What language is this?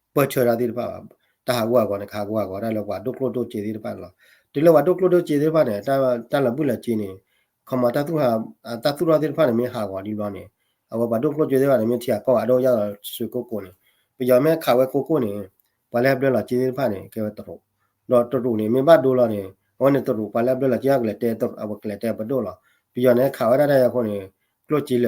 S'gaw Karen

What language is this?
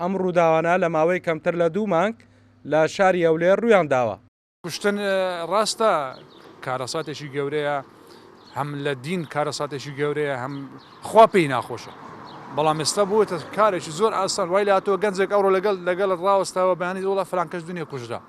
Central Kurdish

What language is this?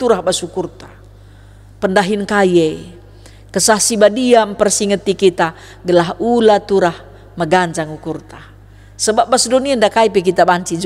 Batak Karo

